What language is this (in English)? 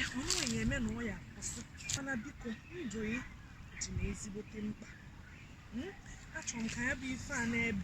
Igbo